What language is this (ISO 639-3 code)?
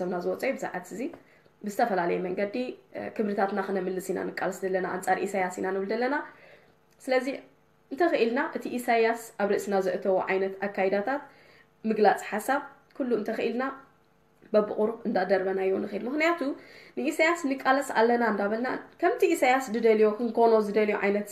tir